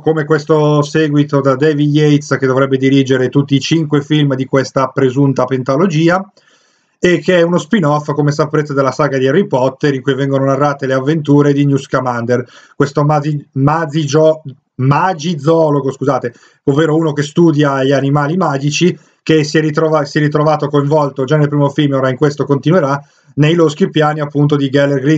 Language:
Italian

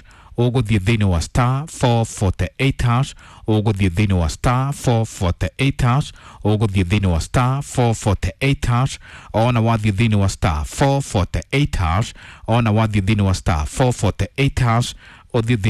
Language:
Kikuyu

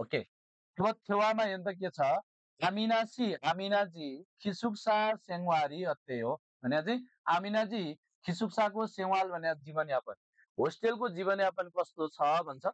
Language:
Nepali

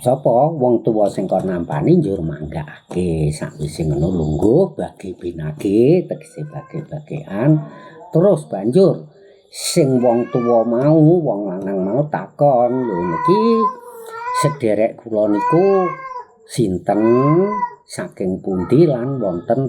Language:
Javanese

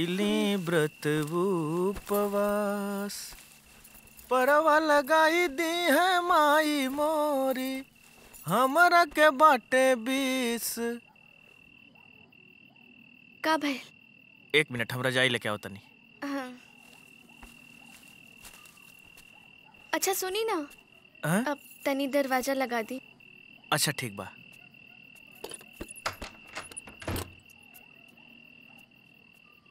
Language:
Bhojpuri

